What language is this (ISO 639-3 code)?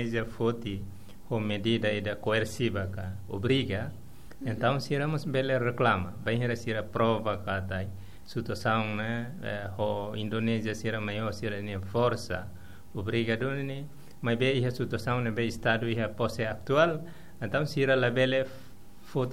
tet